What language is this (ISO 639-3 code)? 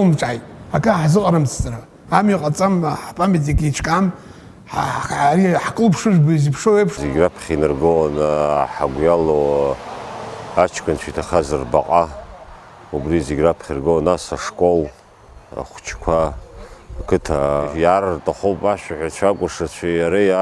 abk